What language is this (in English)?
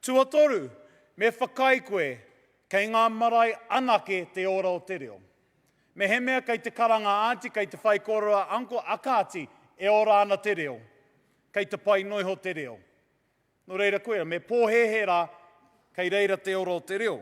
Māori